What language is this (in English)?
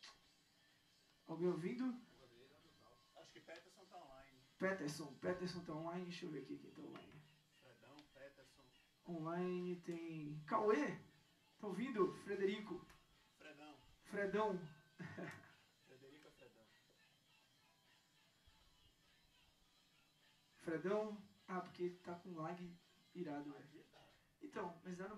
Portuguese